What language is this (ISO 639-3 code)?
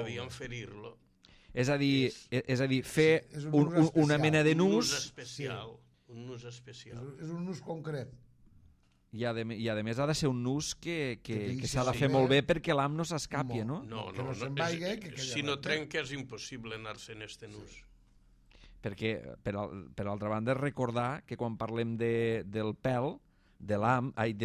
cat